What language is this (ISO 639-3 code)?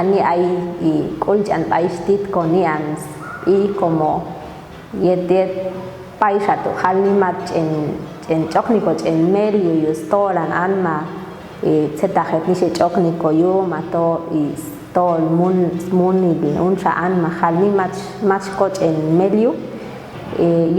jac